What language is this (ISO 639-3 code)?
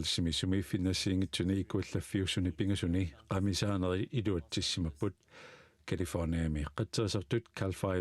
kal